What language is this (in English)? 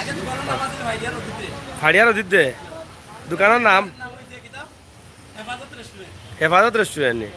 Sylheti